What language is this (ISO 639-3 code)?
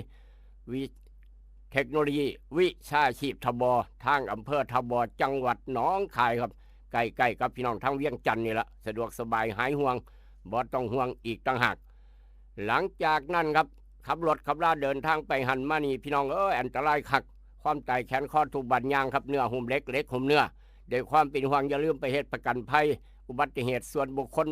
tts